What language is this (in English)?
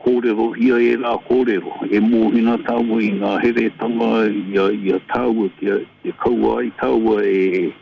Māori